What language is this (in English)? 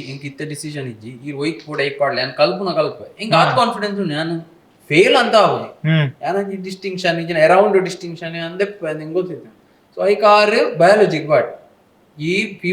Tulu